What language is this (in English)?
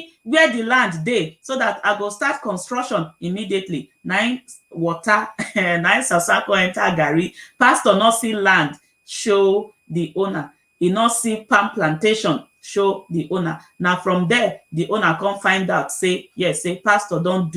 Nigerian Pidgin